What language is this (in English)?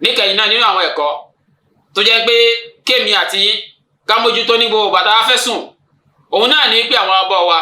Yoruba